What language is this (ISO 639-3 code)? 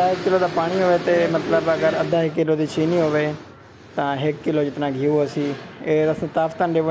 skr